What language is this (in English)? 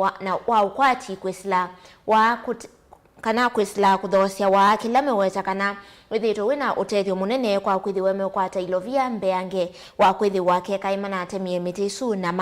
Kamba